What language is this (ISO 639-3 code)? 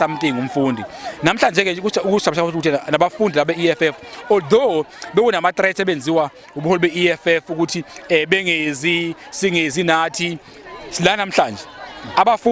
zul